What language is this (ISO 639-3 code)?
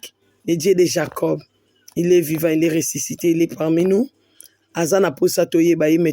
lin